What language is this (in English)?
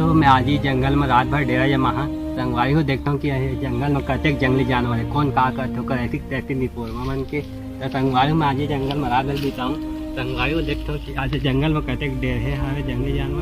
Chhattisgarhi